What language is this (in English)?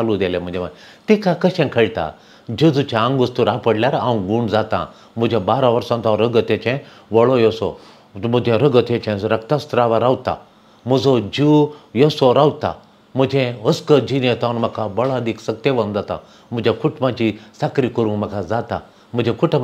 Konkani